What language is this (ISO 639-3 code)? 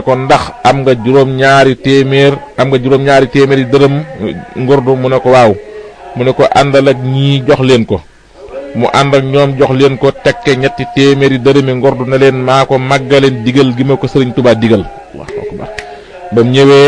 wol